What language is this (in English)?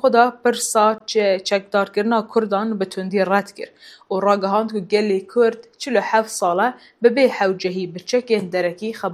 Kurdish